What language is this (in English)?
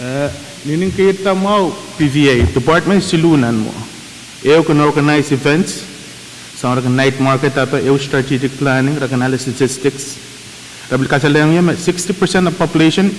Pohnpeian